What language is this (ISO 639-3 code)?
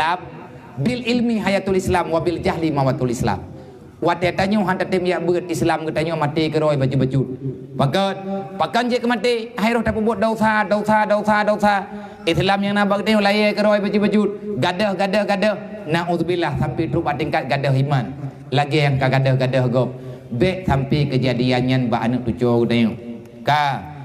ace